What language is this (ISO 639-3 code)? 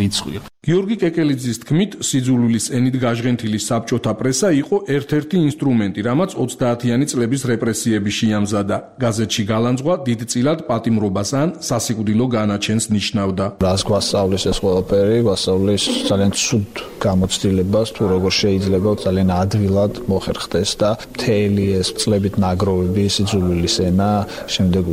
kat